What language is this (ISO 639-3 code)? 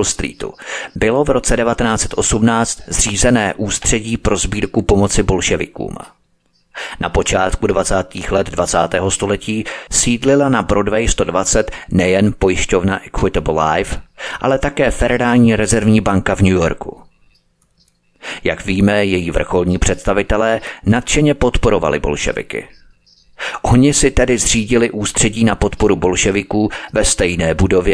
ces